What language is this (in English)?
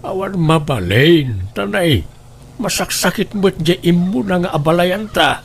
Iloko